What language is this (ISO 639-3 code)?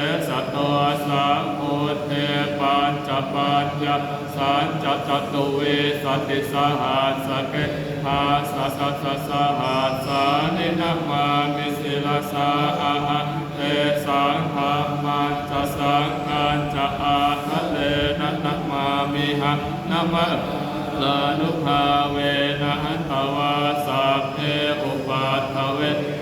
pli